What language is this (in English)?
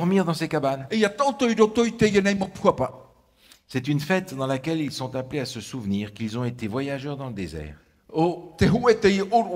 Tahitian